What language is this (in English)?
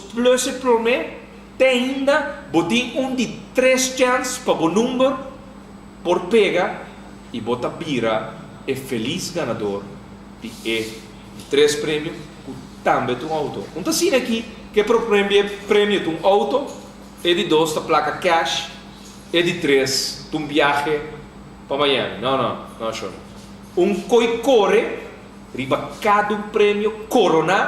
Papiamento